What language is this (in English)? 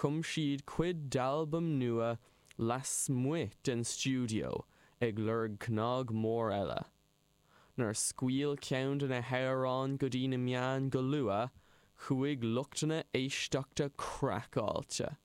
Irish